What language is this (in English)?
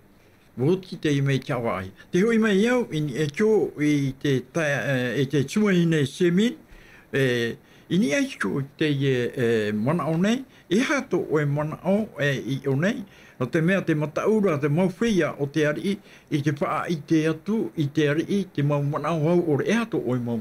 Tahitian